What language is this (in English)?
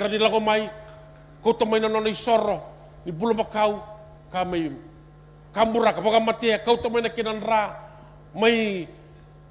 Fijian